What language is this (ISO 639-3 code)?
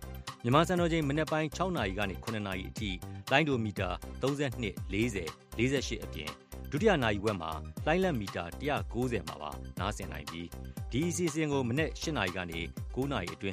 mya